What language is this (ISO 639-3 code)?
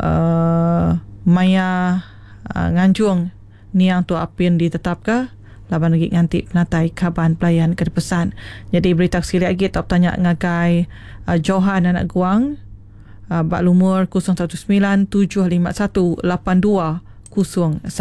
iba